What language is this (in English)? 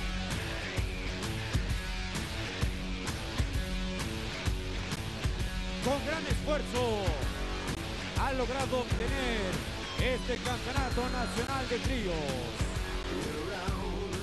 Spanish